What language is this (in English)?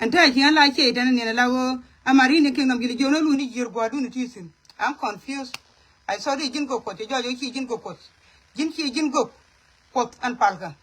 Nuer